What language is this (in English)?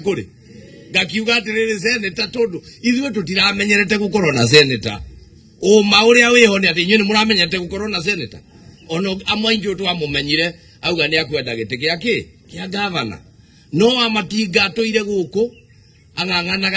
Kikuyu